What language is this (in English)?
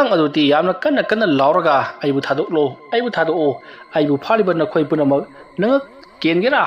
Manipuri